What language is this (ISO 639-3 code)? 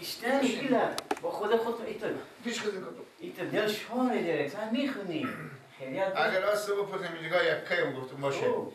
fas